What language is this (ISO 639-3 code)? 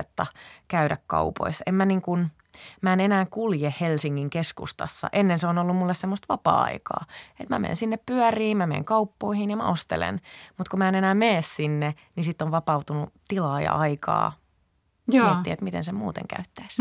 fin